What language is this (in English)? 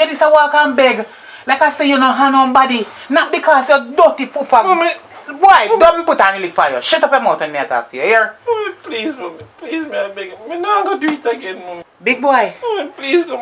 Jamaican Creole English